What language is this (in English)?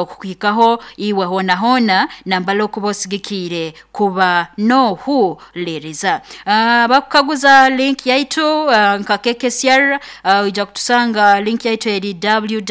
Nyoro